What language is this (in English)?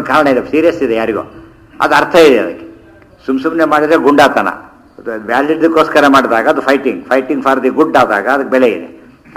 Kannada